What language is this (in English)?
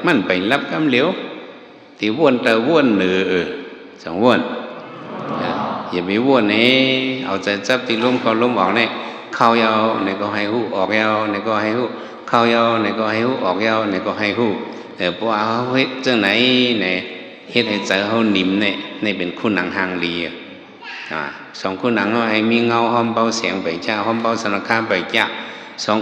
Shan